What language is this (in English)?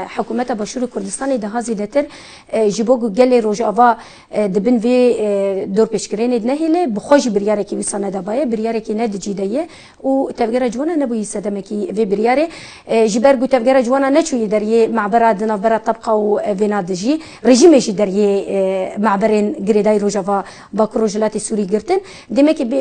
Kurdish